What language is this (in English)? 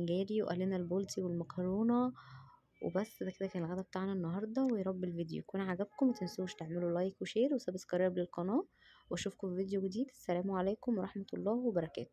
Egyptian Arabic